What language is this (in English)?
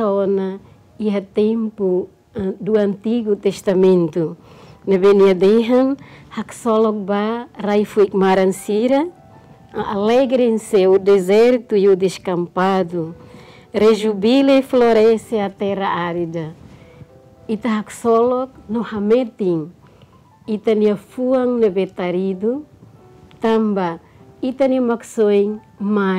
Tetum